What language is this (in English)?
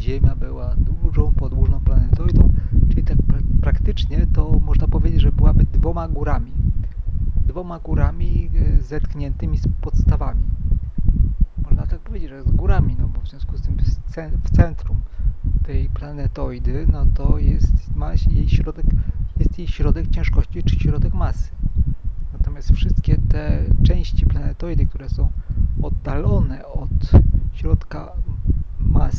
Polish